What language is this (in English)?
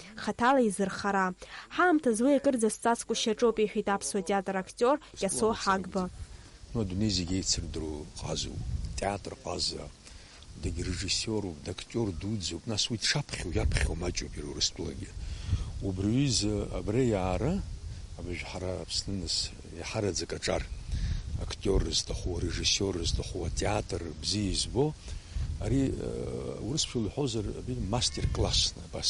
Abkhazian